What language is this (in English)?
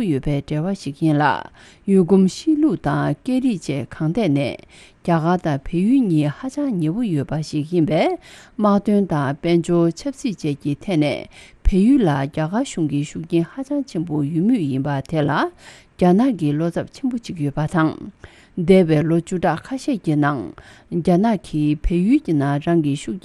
Tibetan